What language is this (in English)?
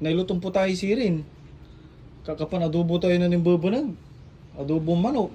Pangasinan